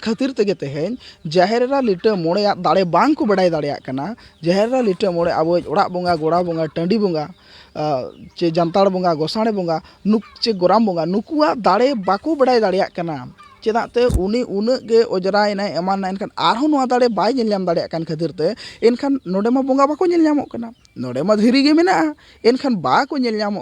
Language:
Santali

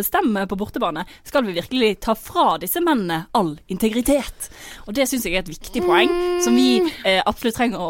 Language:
Norwegian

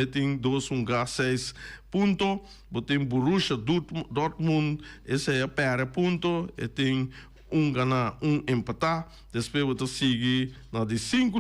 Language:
Papiamento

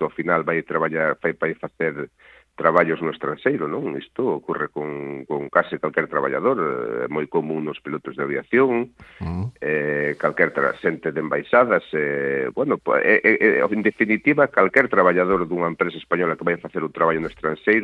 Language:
Galician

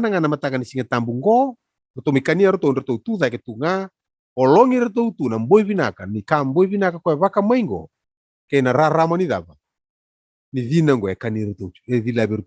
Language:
Fijian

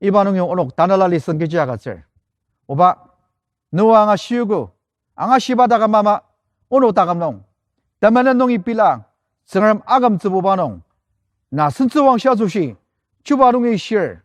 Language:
Ao Naga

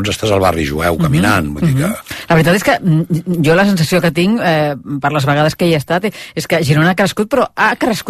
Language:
Catalan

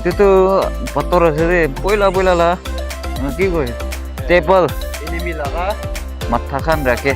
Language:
Naga Pidgin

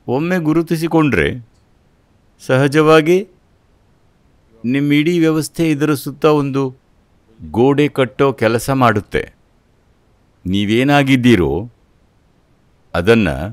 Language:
Kannada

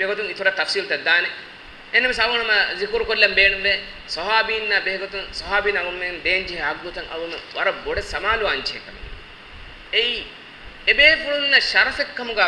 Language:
Divehi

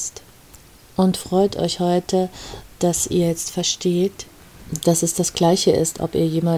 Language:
German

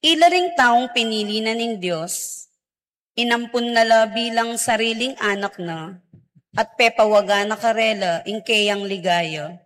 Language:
Pampanga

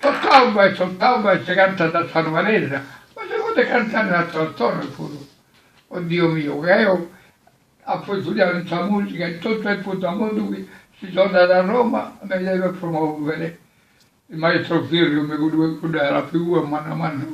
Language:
Sardinian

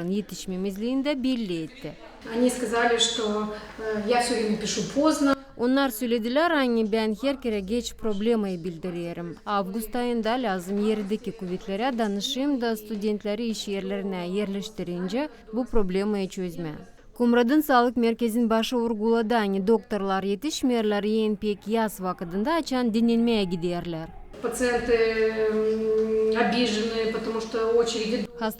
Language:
Gagauz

